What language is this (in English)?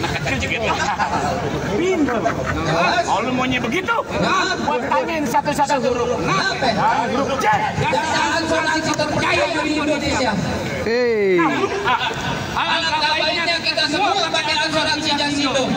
Betawi